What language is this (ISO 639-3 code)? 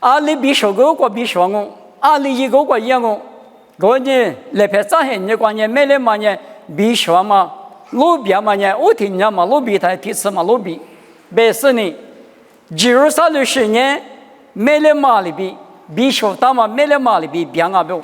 lis